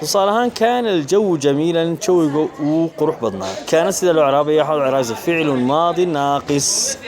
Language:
Somali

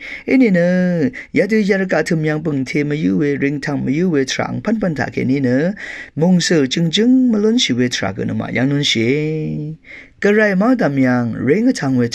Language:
Rawang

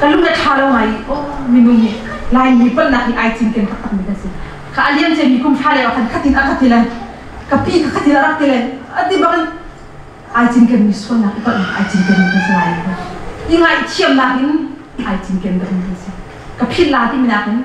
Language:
Hakha Chin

